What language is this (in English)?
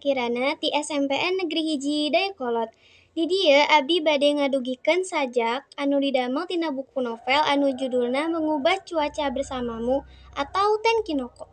Sundanese